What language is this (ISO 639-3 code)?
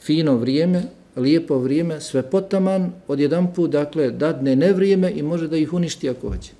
bos